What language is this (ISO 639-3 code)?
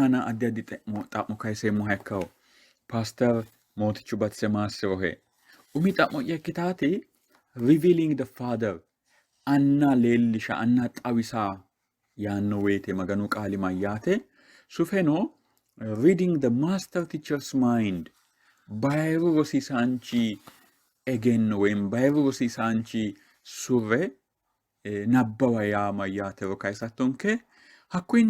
sid